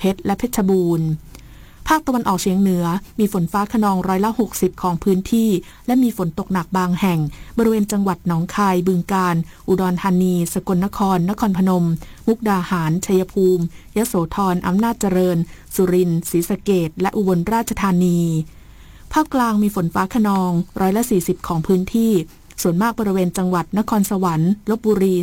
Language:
Thai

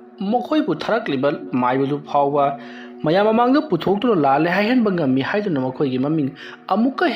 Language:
Manipuri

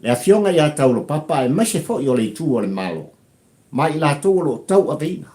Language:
Samoan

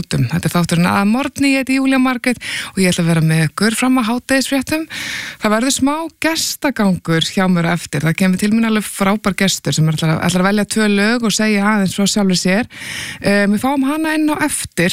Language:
Icelandic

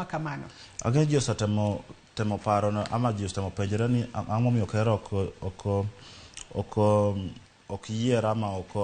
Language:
Luo (Kenya and Tanzania)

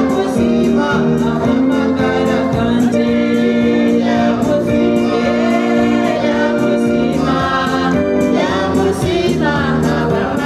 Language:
Nyankole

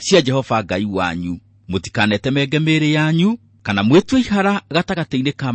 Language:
Kikuyu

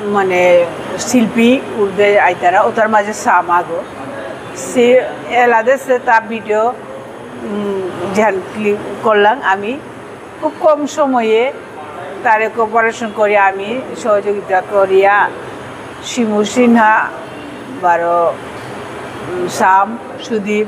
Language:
Bishnupriya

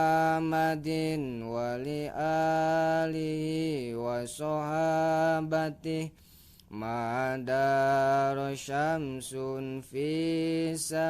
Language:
Sundanese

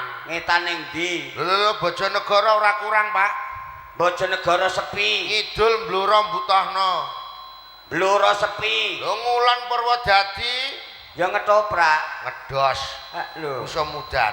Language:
Javanese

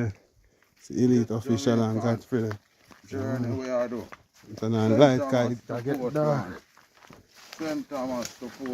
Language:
Jamaican Creole English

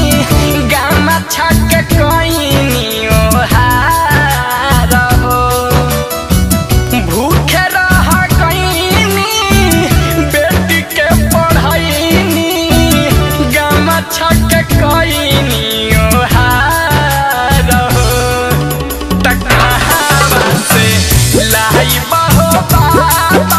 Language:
Bhojpuri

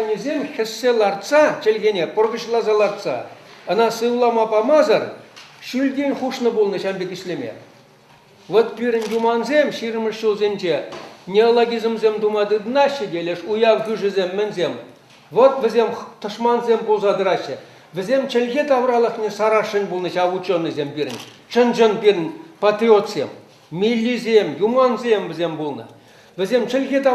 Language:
Chuvash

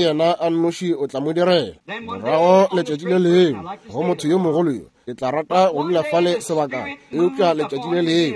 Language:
Northern Sotho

